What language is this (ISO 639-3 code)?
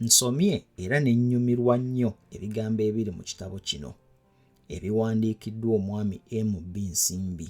lug